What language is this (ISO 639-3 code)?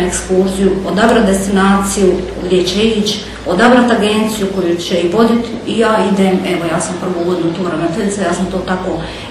hrv